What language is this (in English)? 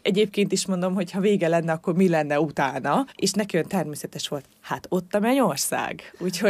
Hungarian